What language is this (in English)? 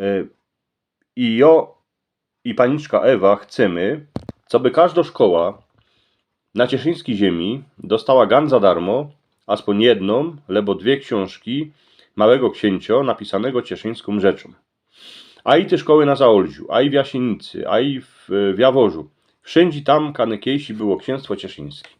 Silesian